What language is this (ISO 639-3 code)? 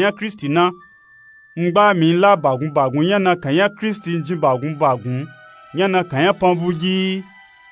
nup